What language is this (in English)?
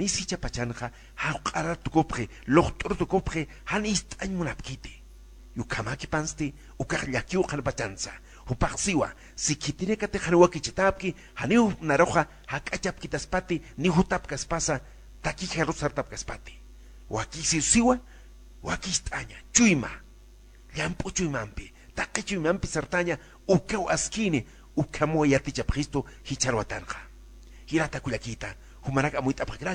Aymara